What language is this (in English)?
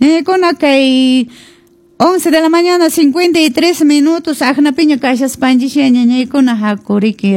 Quechua